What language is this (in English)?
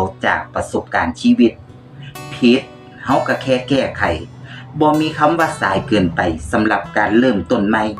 Lao